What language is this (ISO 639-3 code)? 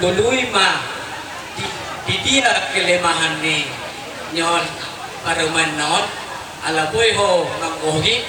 bbc